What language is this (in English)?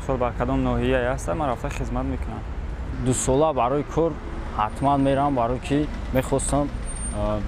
Tajik